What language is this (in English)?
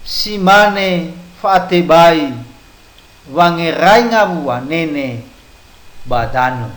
Nias